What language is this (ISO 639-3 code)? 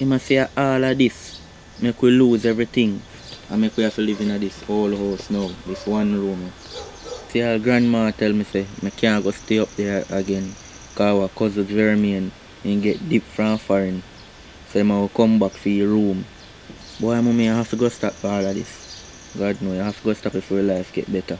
jam